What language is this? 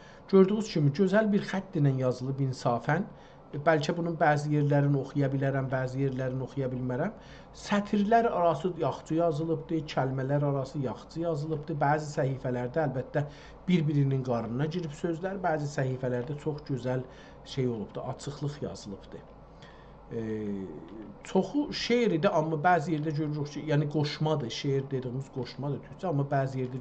South Azerbaijani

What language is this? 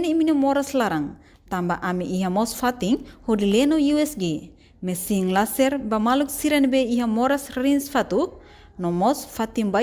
Tetum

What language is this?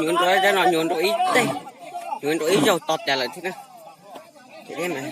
Hmong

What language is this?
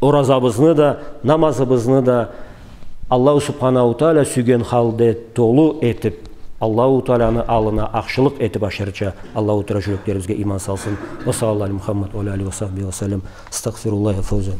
Karachay-Balkar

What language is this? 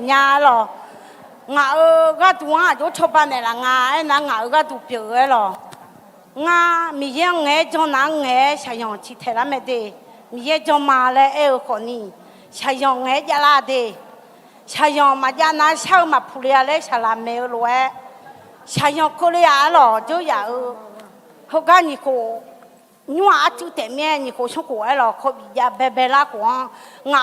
Akha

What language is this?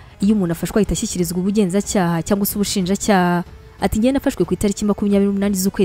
Kinyarwanda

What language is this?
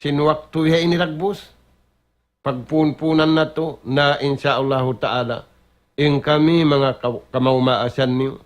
Tausug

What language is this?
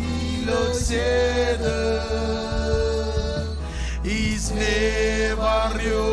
Marshallese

